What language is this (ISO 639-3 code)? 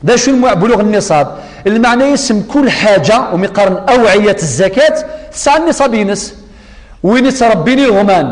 kab